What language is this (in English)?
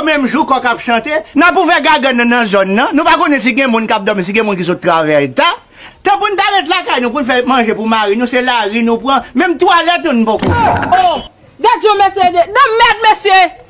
Haitian Creole